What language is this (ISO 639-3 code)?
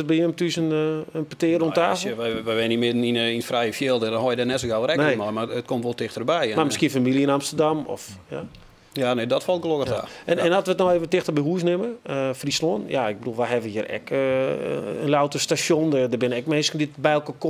fry